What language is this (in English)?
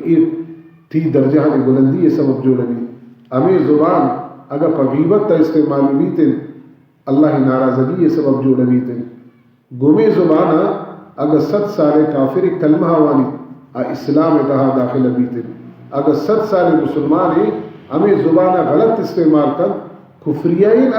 Baluchi